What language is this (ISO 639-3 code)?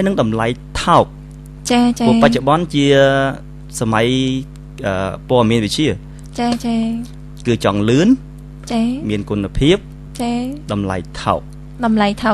khm